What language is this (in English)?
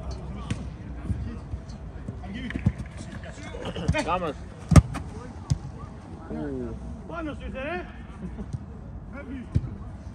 Greek